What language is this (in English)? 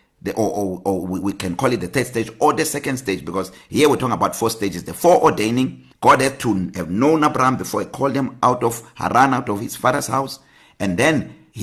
English